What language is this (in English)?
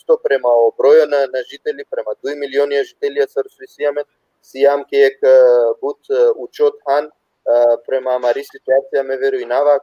Balkan Romani